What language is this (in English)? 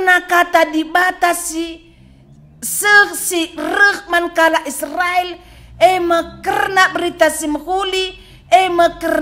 Batak Karo